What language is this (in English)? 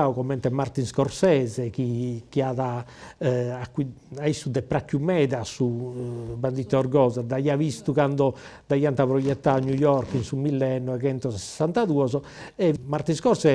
Sardinian